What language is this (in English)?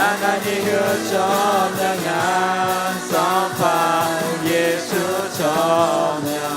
Akha